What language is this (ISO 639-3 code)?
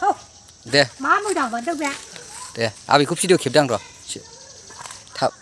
brx